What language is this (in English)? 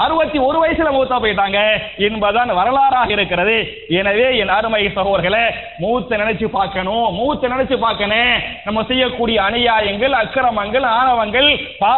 Tamil